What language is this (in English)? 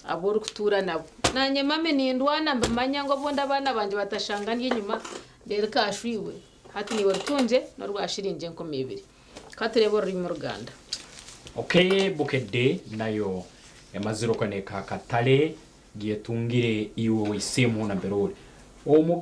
Nyankole